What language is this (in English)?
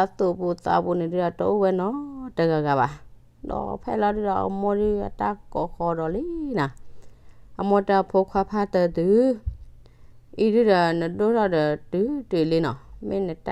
S'gaw Karen